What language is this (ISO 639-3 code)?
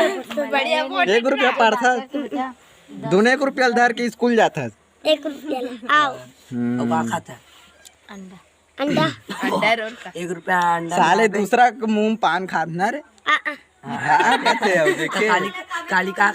hne